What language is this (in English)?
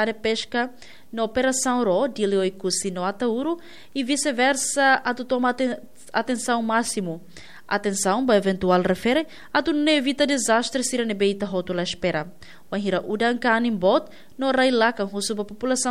Tetum